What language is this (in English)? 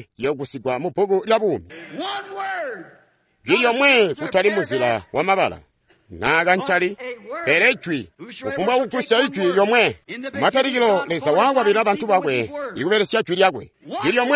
Tonga (Zambia)